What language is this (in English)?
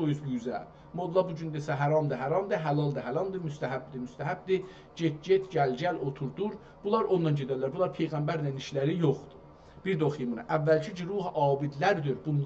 South Azerbaijani